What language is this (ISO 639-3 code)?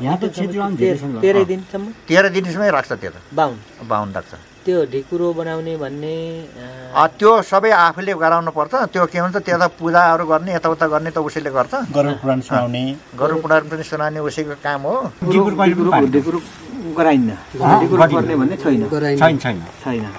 nep